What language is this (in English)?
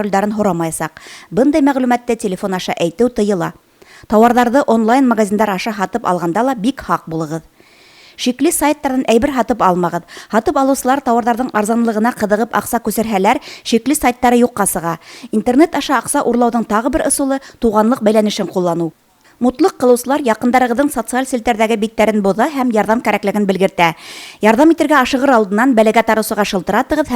Bashkir